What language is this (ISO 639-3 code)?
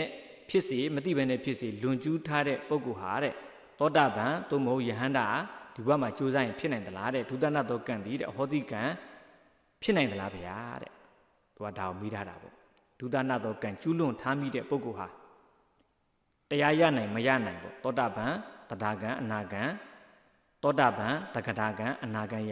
mya